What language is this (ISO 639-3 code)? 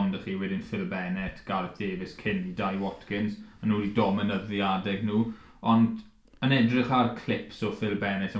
cym